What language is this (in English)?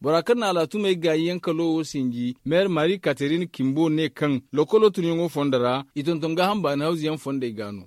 Zarma